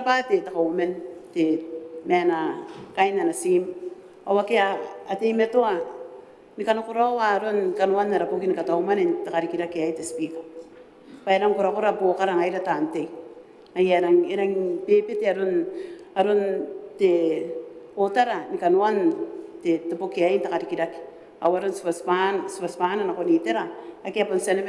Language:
Gilbertese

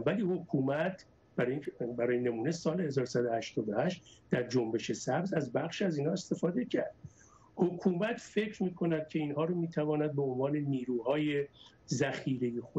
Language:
Persian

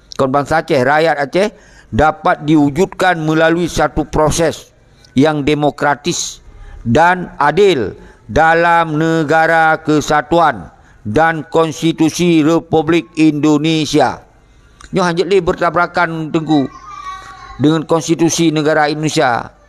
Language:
Achinese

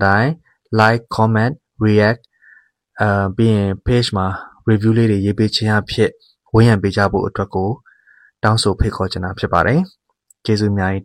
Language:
Burmese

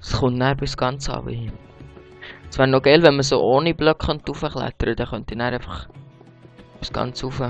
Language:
Swiss German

